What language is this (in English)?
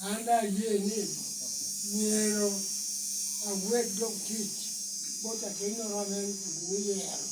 Lango (Uganda)